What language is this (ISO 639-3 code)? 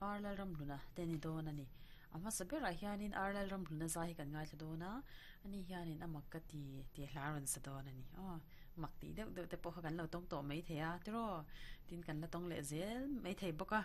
lus